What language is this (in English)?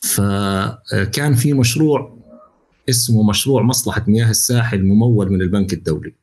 North Levantine Arabic